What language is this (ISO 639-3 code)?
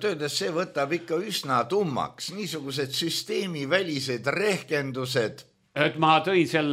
est